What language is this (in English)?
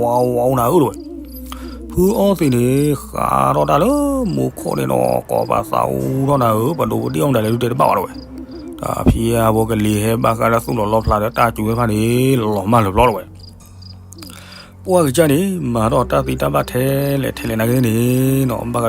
S'gaw Karen